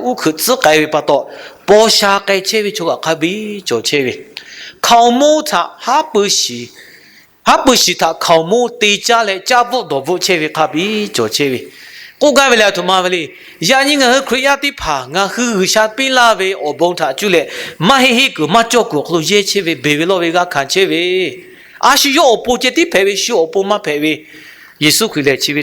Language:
Lahu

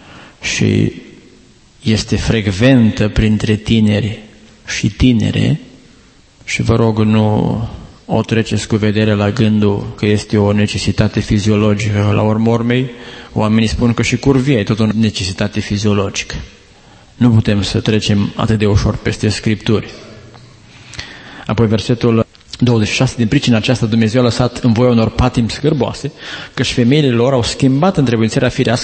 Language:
Romanian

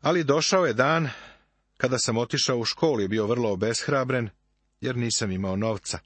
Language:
Serbian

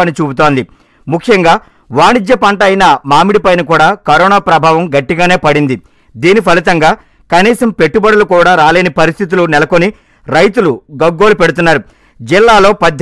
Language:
Telugu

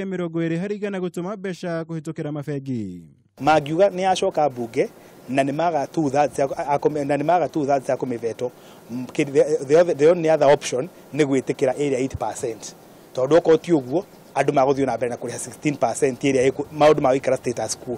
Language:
Kikuyu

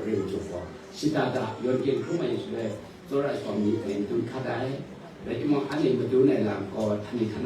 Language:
Kachin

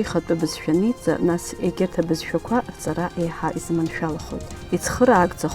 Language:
Abkhazian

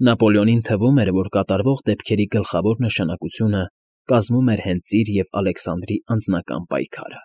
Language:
Armenian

